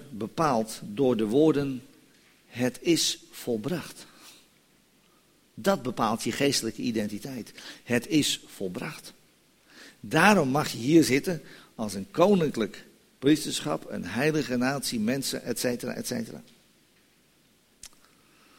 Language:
Dutch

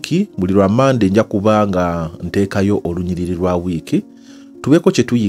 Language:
Ganda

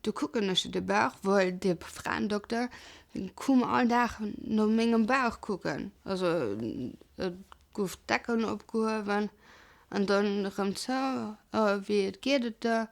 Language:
Luxembourgish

